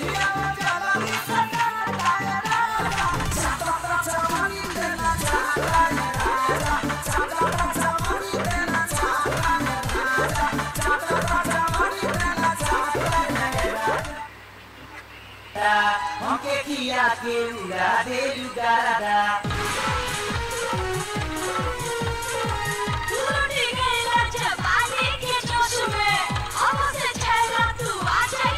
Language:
Bhojpuri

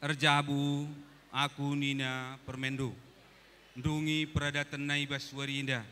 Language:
Batak Karo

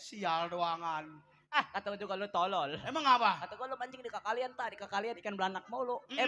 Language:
Betawi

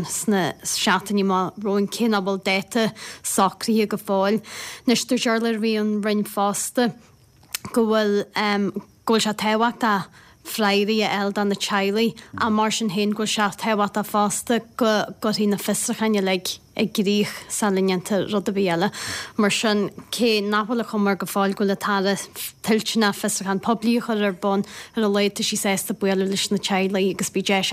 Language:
Irish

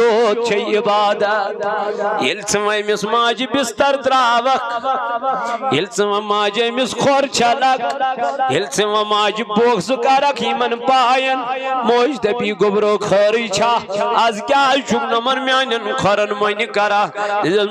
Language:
Kashmiri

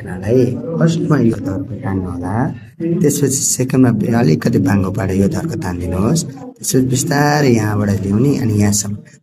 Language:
Nepali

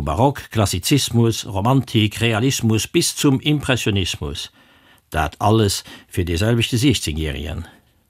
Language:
Luxembourgish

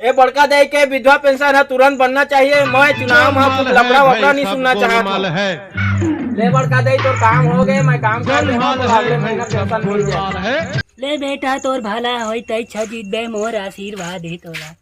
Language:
Chhattisgarhi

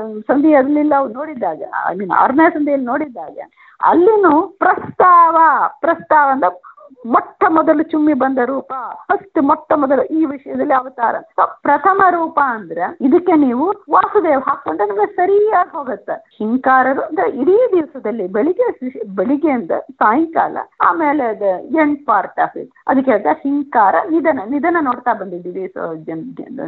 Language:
Kannada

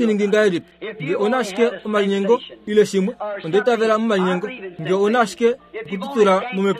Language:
Kuanyama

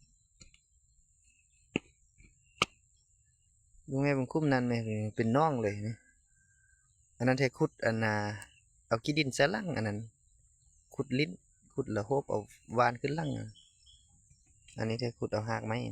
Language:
Lao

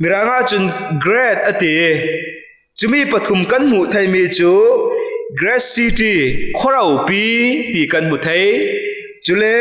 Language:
Falam Chin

